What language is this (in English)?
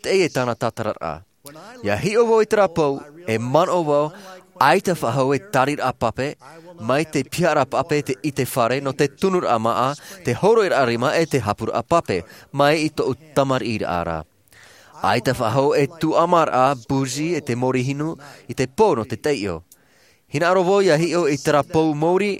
Tahitian